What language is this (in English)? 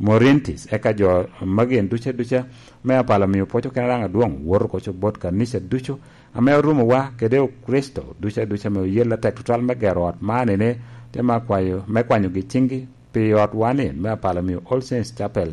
Lango (Uganda)